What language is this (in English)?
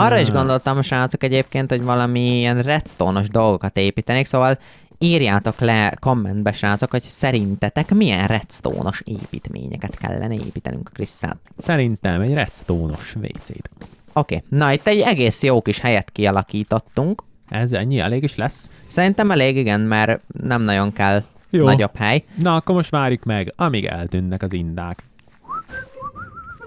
Hungarian